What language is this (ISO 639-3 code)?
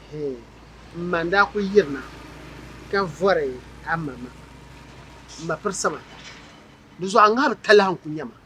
dag